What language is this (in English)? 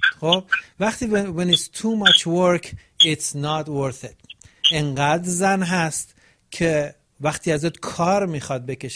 Persian